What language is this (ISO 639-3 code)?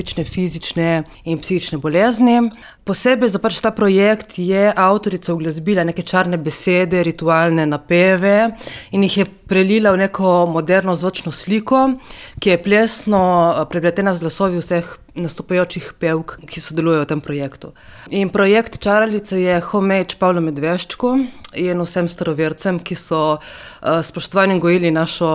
slv